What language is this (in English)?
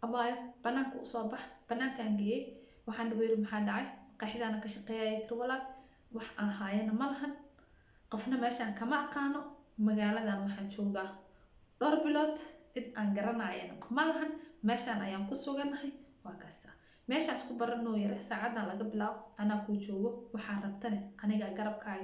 Somali